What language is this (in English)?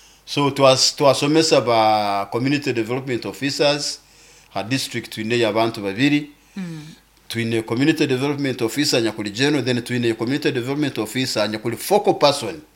Nyoro